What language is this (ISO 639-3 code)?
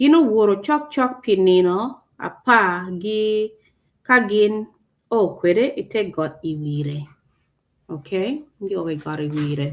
ach